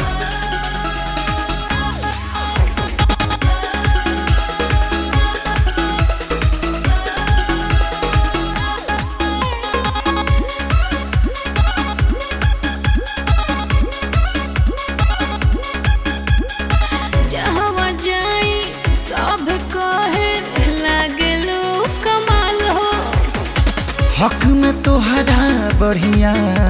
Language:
Bhojpuri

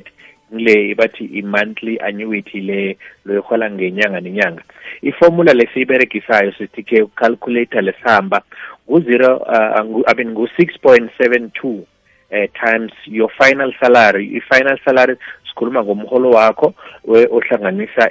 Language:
South Ndebele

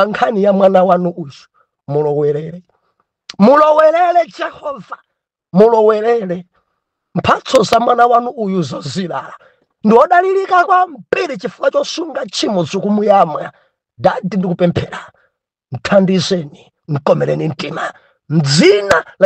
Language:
Nyanja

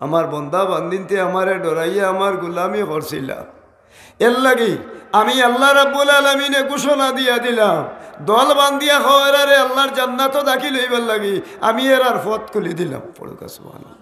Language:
Sylheti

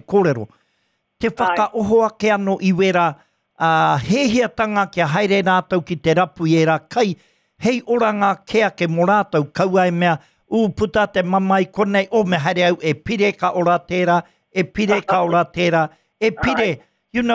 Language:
Māori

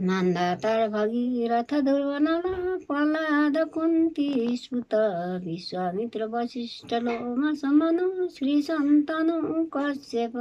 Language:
Nepali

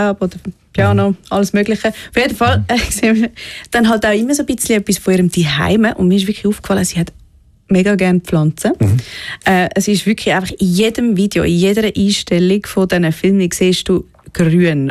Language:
German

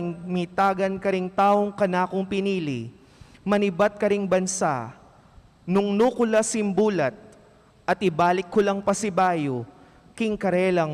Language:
Pampanga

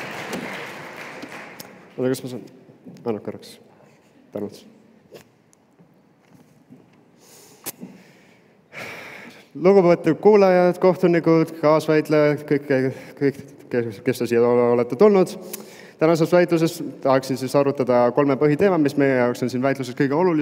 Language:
Estonian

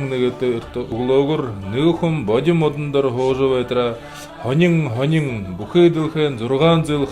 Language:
Buriat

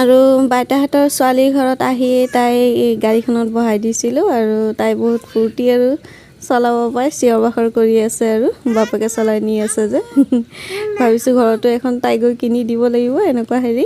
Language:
Assamese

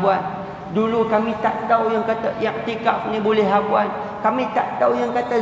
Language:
Malay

